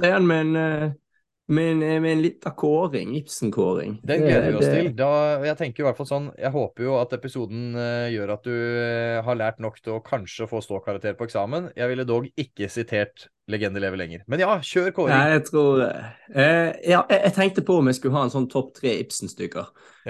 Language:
Norwegian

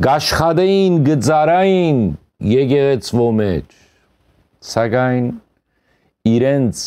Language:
Western Armenian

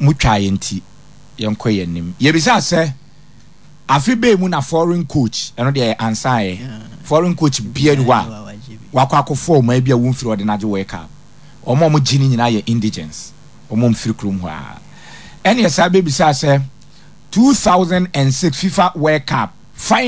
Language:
Akan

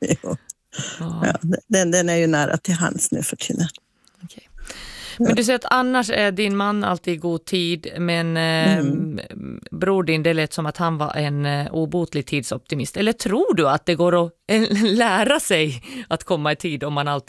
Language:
Swedish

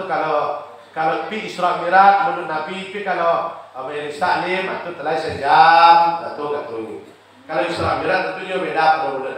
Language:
Minangkabau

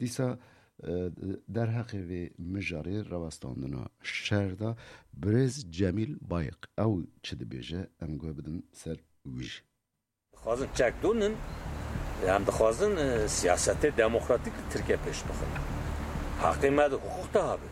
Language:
Kurdish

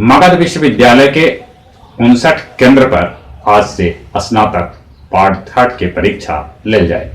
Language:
Magahi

